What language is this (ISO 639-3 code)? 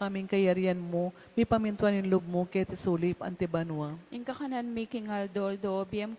pam